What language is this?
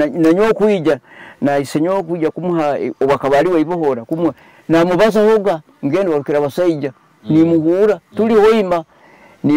Nyoro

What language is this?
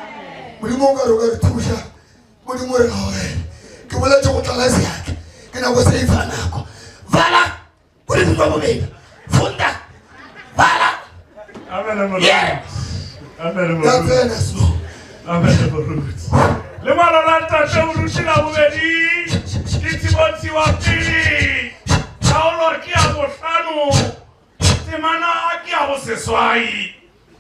Northern Sotho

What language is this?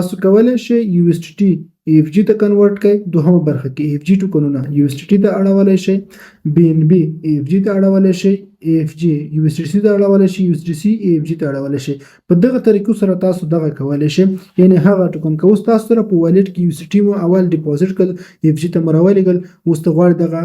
Pashto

